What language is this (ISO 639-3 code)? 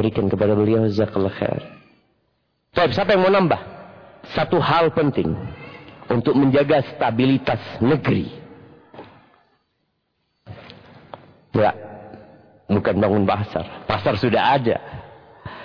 ind